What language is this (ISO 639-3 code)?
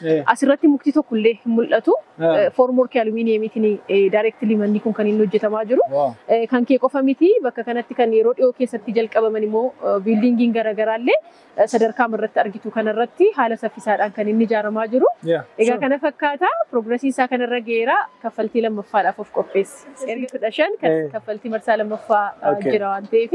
orm